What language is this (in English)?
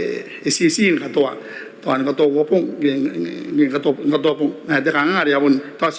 Gilbertese